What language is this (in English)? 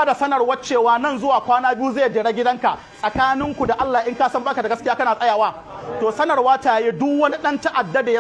Hausa